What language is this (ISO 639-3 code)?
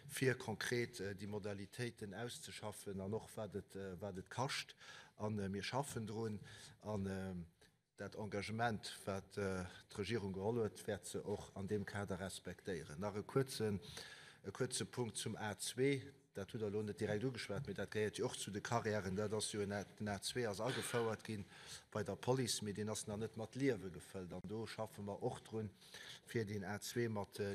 ltz